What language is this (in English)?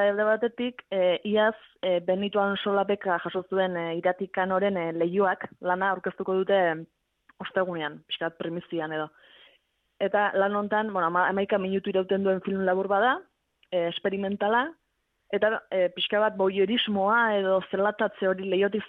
Basque